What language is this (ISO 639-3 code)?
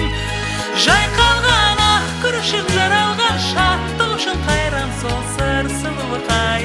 kaz